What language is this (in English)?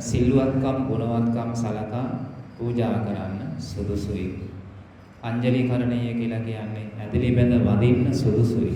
Sinhala